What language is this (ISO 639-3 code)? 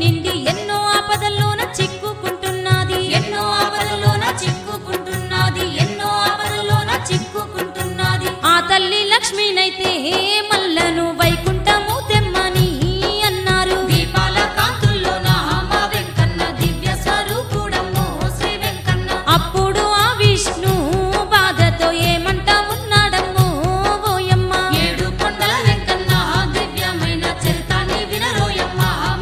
tel